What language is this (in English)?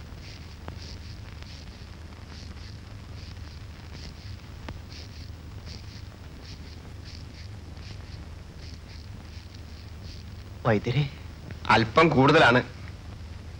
Malayalam